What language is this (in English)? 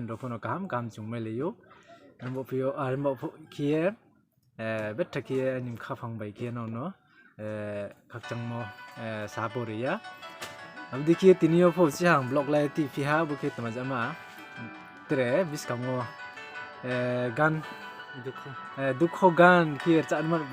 Riang (India)